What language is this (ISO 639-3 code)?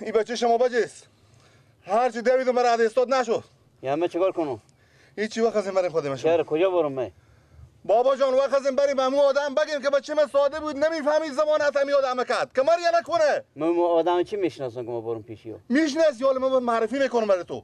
fas